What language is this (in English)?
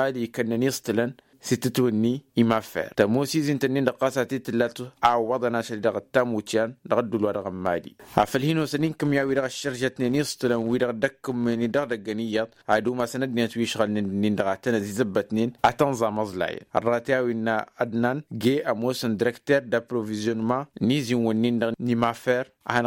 Tamasheq